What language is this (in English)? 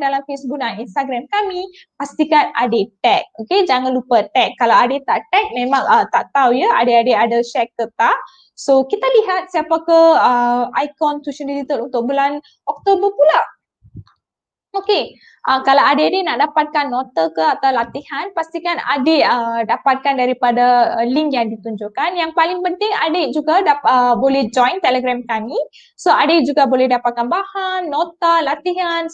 Malay